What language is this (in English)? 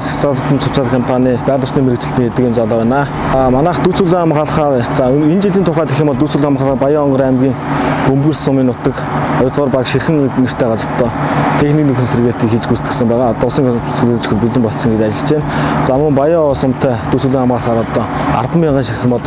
Mongolian